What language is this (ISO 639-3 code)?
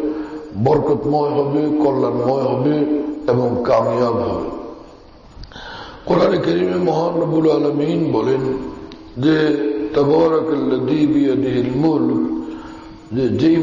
ben